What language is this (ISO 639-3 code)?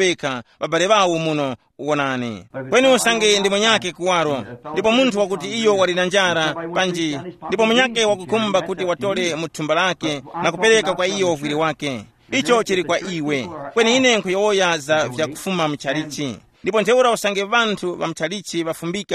tum